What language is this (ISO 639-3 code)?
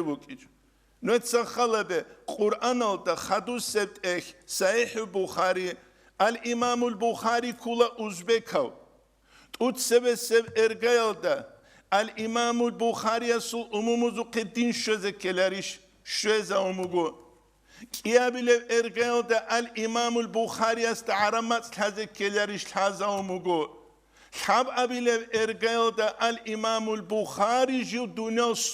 ava